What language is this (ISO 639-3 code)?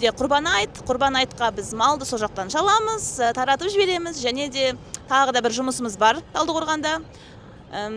kaz